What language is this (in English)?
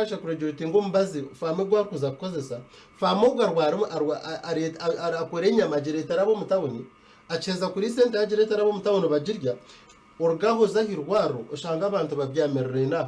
Nyankole